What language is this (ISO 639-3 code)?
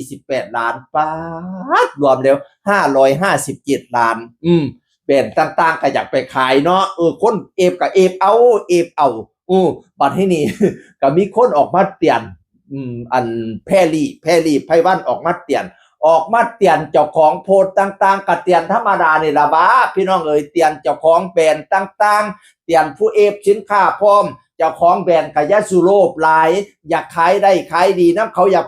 tts